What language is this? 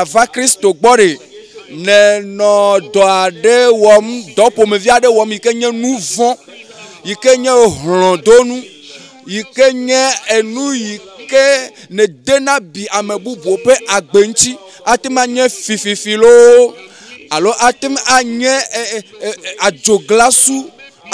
Ewe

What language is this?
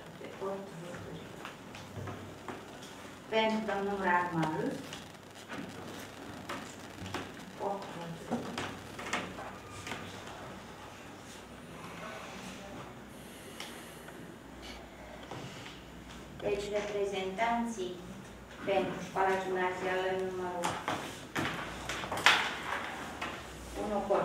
Romanian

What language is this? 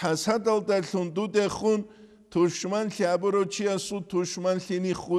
Avaric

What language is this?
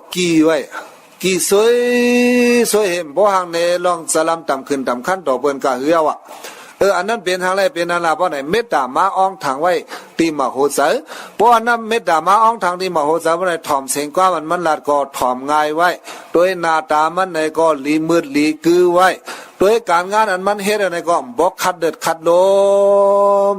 Shan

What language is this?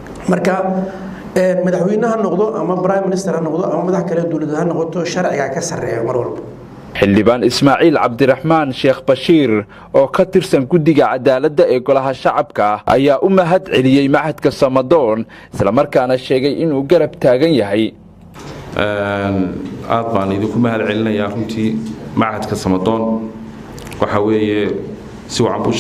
Somali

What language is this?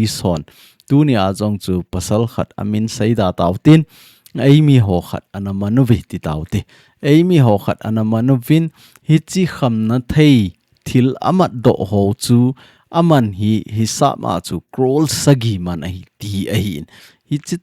Thado Chin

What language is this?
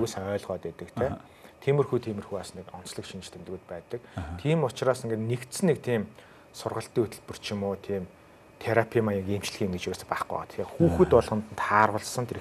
Mongolian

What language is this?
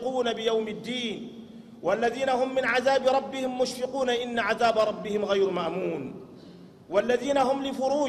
Arabic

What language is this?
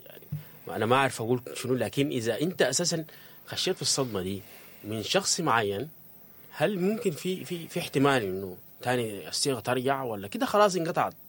Sudanese Arabic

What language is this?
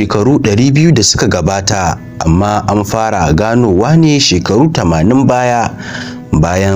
Hausa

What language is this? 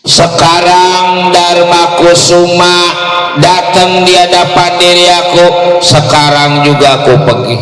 Betawi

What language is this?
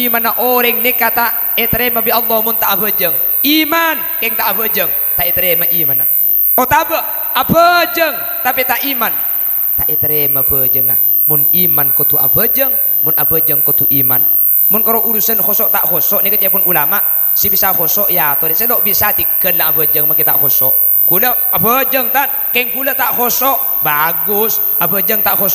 Madurese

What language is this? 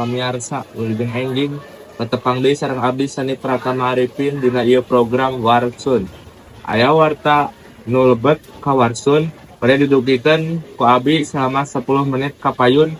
Sundanese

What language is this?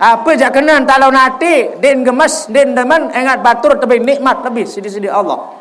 Sasak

